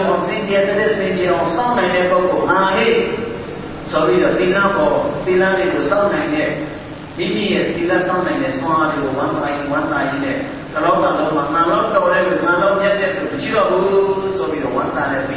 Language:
Burmese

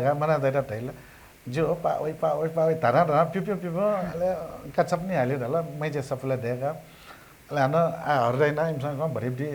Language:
Newari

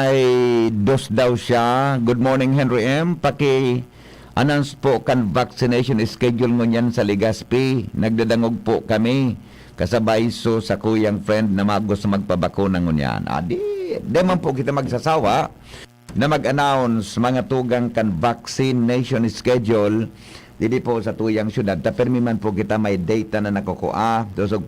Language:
Bikol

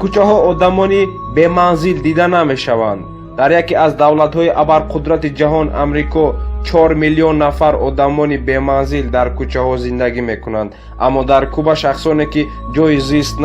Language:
Tajik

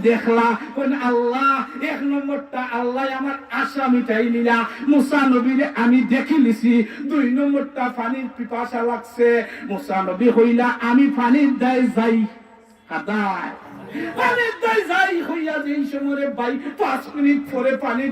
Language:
Sylheti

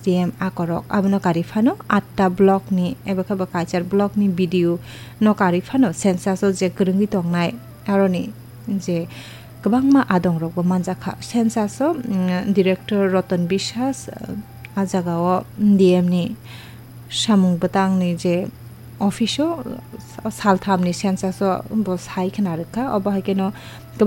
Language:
Kok Borok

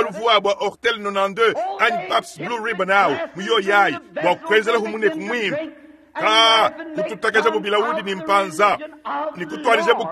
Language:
Luba-Lulua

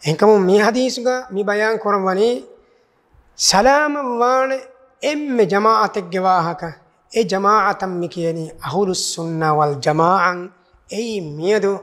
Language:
Divehi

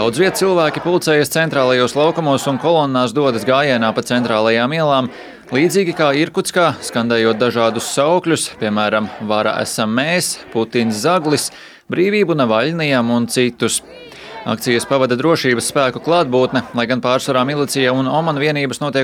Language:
Latvian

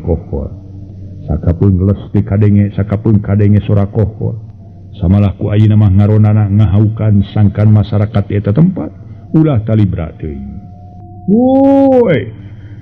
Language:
Sundanese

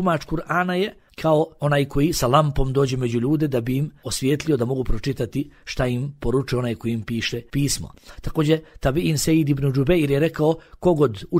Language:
Bosnian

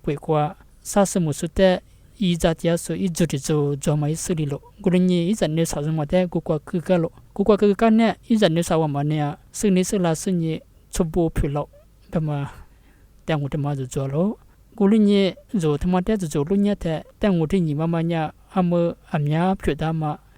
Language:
Lisu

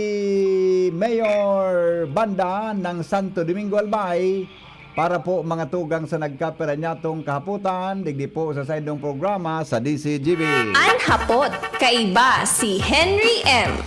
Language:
Bikol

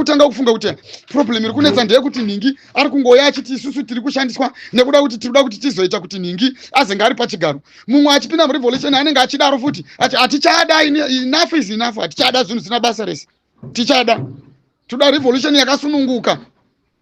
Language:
Shona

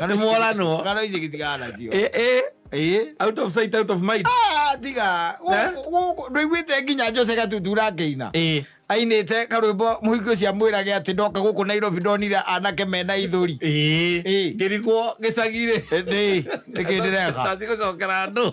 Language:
Kikuyu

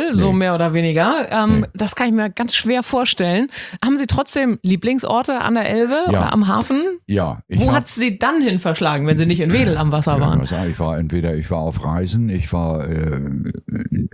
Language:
German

